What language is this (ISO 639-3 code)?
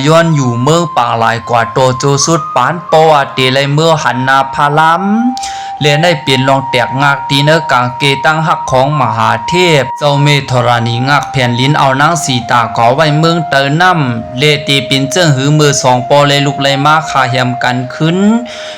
shn